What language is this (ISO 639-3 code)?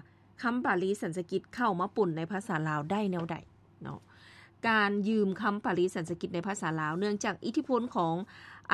lao